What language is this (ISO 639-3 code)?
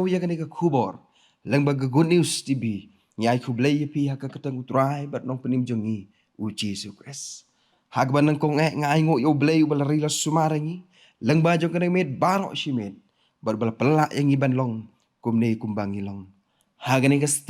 kha